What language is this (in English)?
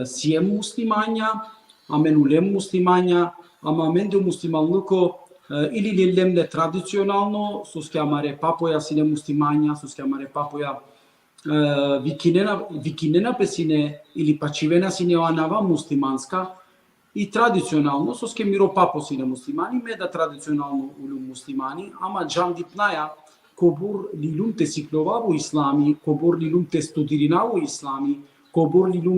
Balkan Romani